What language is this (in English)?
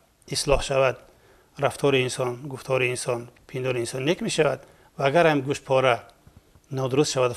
Persian